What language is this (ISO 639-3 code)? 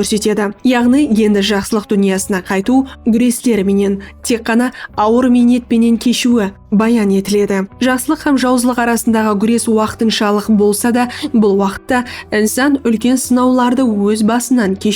kaa